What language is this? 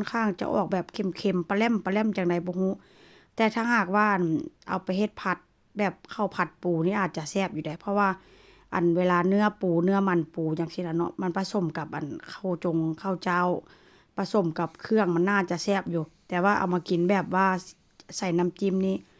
Lao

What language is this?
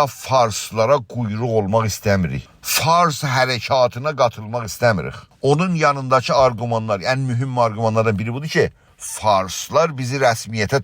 South Azerbaijani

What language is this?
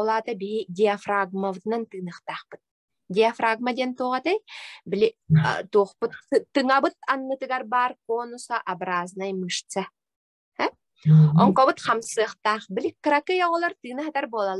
Yakut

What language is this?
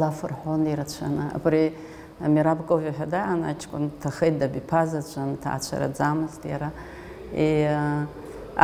Abkhazian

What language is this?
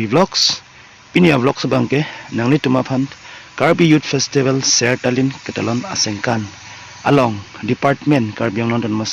Karbi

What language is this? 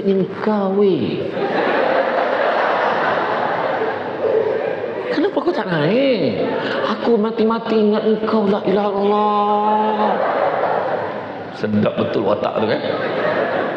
Malay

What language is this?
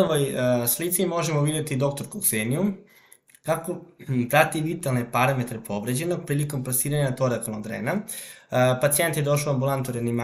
Serbian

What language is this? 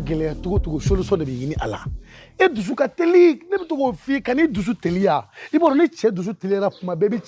Bambara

